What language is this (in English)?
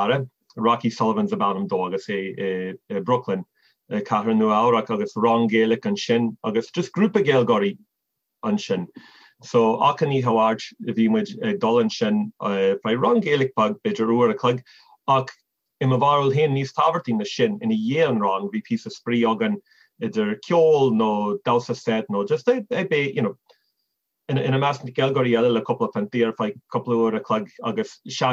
Irish